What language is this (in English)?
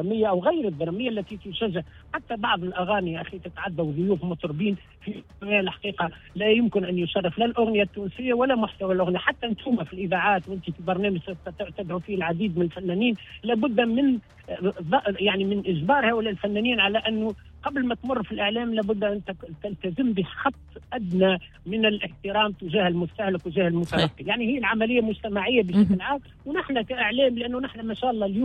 Tunisian Arabic